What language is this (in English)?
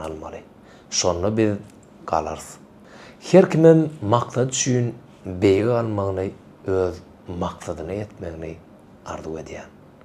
Turkmen